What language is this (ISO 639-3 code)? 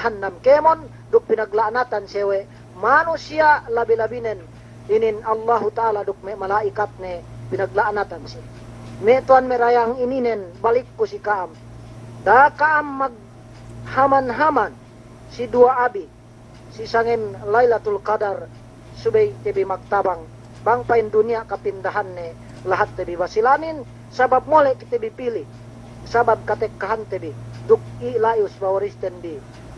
yka